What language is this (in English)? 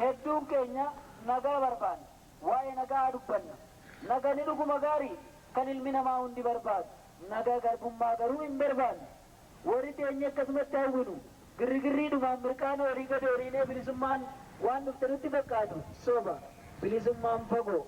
Oromo